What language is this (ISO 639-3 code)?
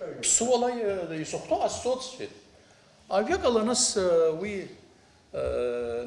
abk